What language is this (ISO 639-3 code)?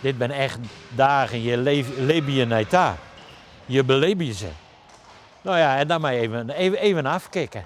fry